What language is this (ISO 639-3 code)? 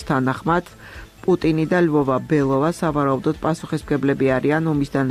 kat